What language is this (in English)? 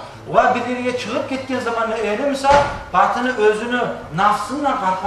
Kumyk